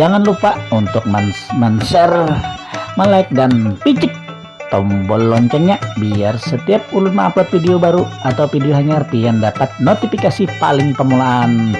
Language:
Banjar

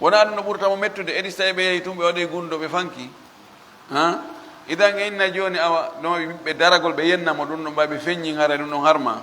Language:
Fula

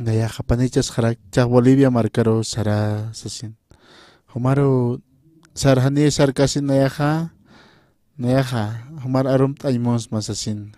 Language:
Aymara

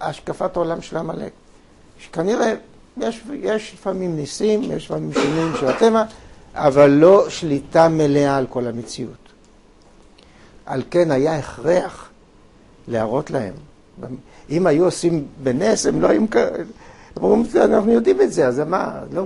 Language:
Hebrew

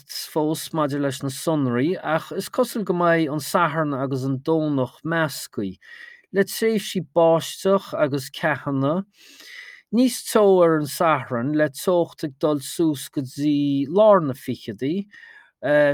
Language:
Irish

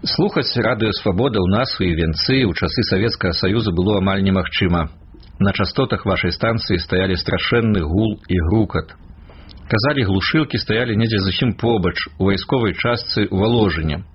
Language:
Belarusian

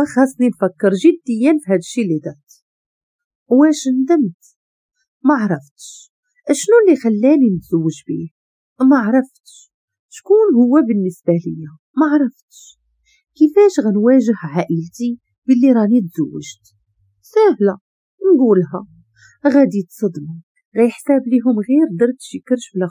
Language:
Moroccan Arabic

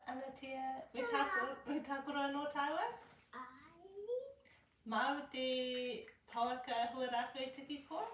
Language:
Māori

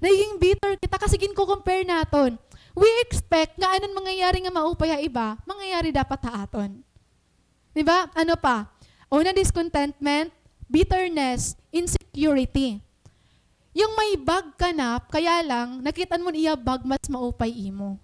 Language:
Waray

